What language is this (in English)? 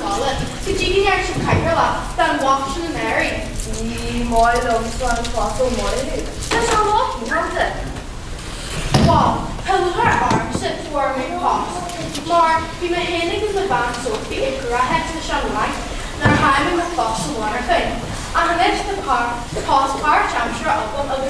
Irish